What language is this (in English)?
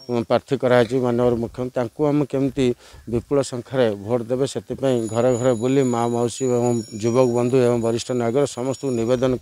Odia